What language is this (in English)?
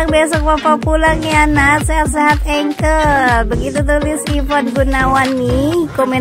Indonesian